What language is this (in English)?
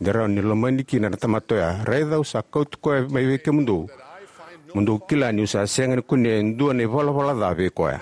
Fijian